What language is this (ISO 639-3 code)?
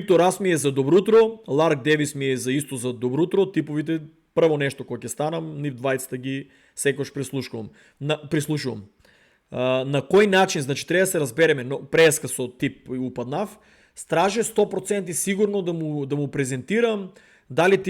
mkd